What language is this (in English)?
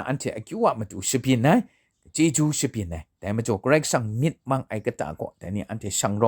Kachin